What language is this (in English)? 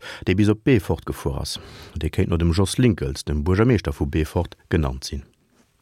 Luxembourgish